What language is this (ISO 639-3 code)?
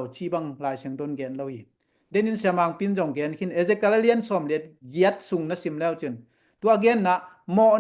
ctd